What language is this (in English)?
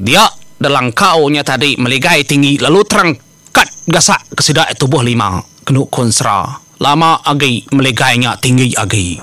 Iban